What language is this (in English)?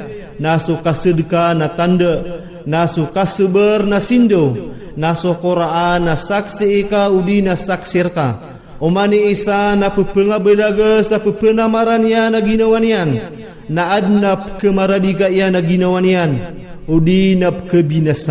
Maranao